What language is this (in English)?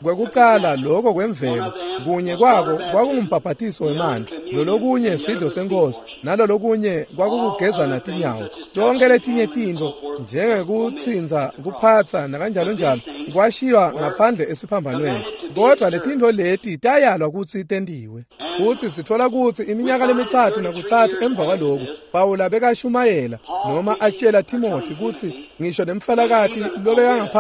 Swati